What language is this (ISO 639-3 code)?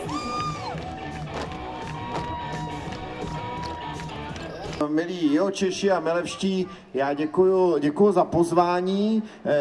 ces